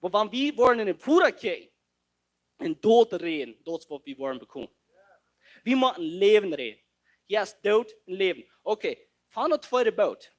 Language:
Plautdietsch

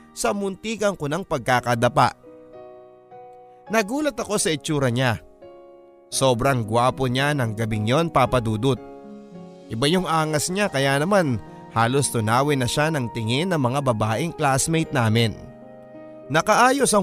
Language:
Filipino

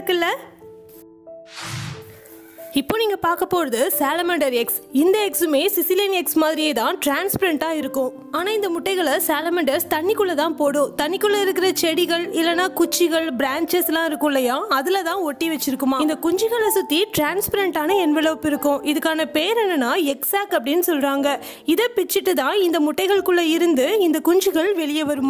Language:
Tamil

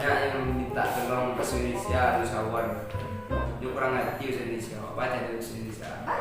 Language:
Minangkabau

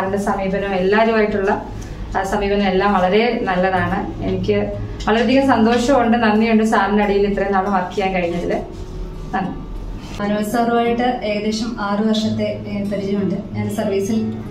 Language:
Malayalam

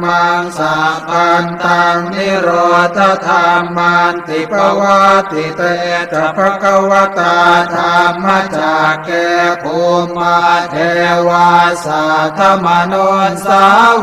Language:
Pali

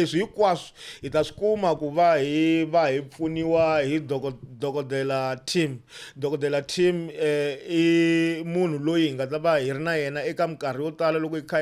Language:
Tsonga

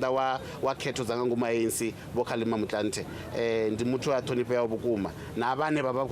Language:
Venda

